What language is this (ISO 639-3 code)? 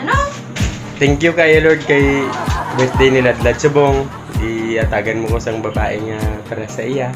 hil